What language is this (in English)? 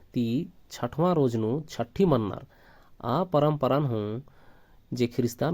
Kurukh